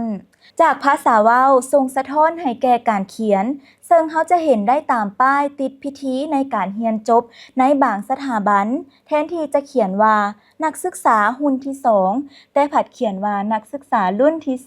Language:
Lao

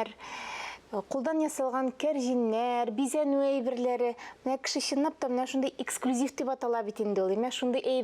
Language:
Tatar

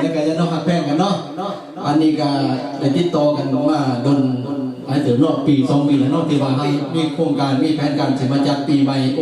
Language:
Lao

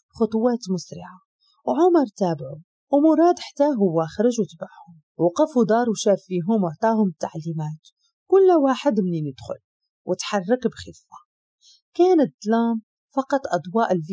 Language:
Moroccan Arabic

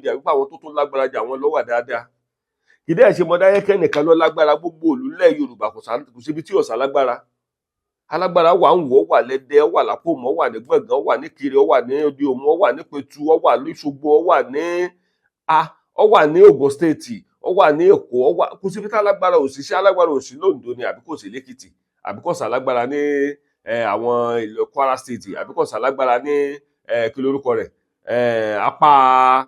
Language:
Yoruba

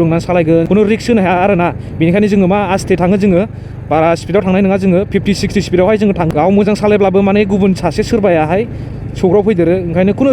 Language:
Bodo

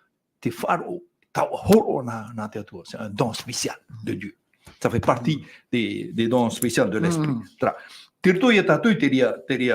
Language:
Tahitian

